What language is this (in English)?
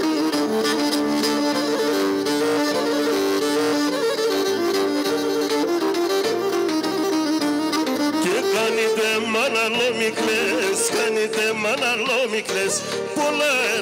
Greek